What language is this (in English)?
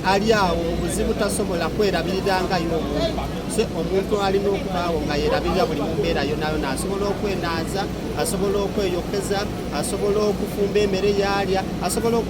Soga